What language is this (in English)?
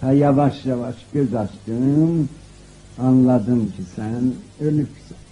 South Azerbaijani